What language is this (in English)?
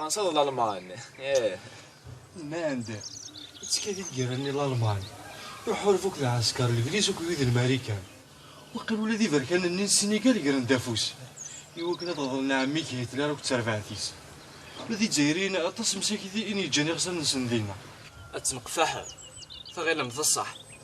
Kabyle